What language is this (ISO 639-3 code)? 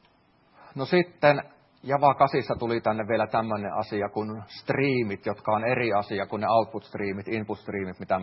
fin